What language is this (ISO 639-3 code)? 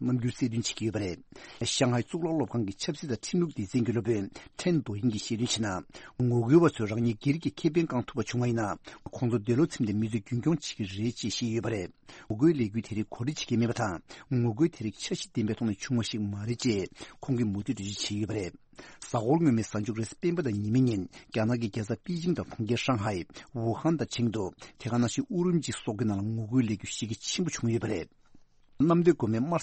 bod